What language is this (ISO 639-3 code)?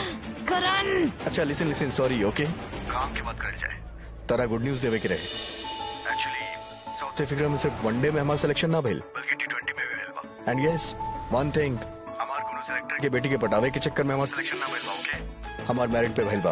bho